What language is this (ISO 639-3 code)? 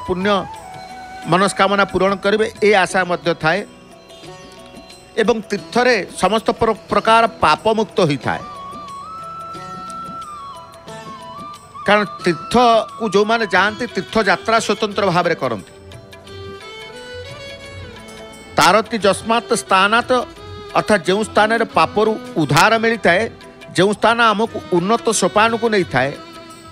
ori